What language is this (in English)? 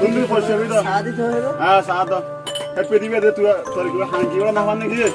Rohingya